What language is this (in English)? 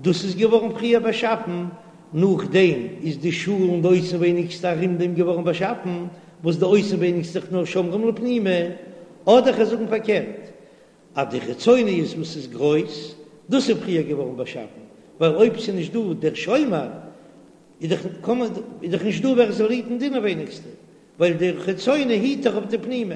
Yiddish